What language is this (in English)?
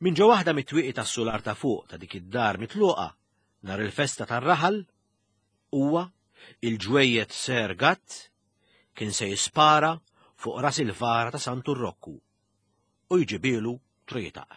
Maltese